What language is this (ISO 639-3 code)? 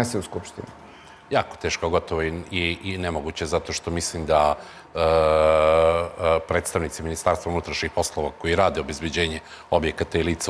srp